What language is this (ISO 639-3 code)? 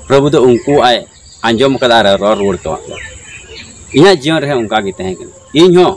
sat